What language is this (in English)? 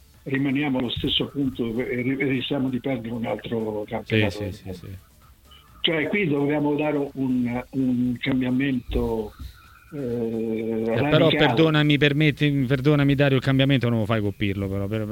Italian